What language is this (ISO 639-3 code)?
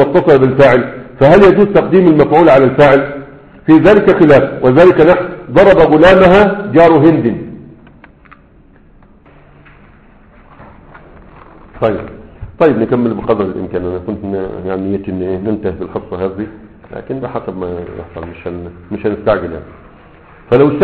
ara